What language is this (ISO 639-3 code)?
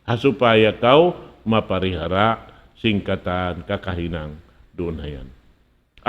tsg